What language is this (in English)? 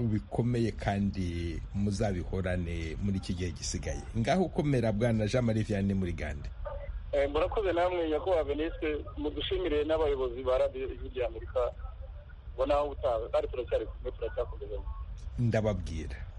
Kinyarwanda